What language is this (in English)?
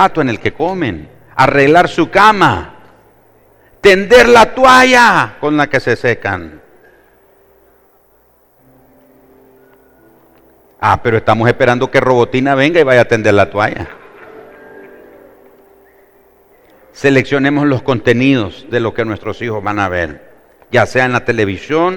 Spanish